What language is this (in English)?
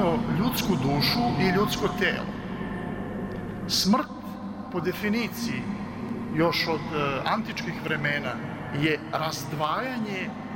Serbian